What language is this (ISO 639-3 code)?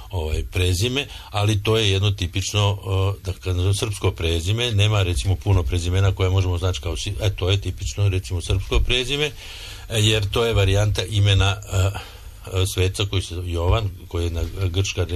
srp